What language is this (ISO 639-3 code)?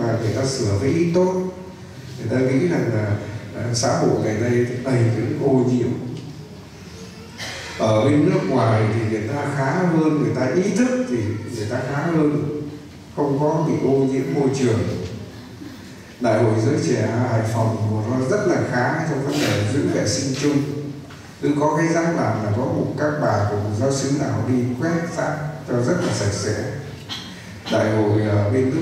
vie